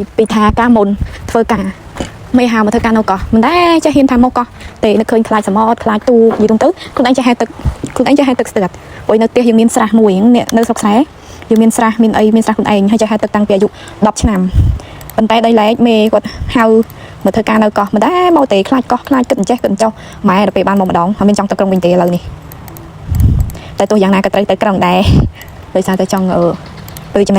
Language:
Khmer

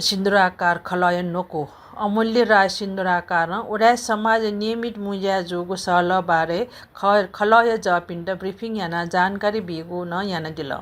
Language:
Newari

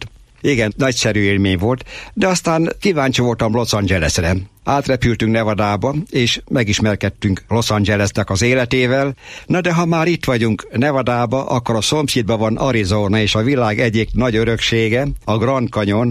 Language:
Hungarian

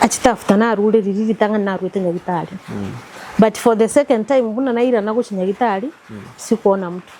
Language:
Gusii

